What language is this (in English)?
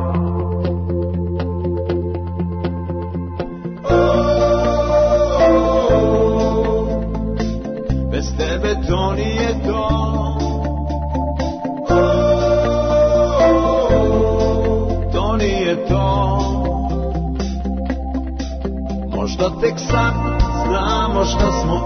Serbian